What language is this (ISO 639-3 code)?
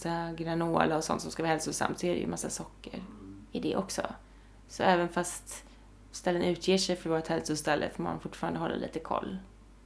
swe